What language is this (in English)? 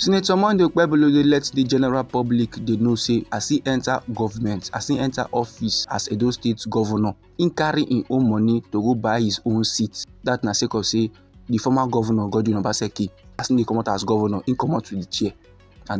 Nigerian Pidgin